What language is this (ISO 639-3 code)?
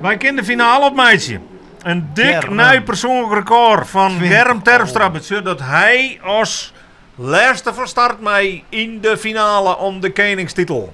fry